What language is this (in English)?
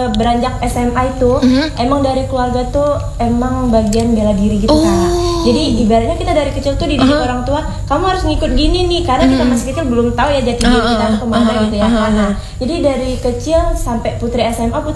Indonesian